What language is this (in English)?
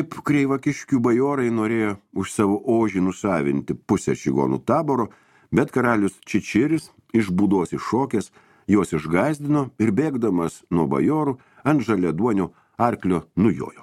Lithuanian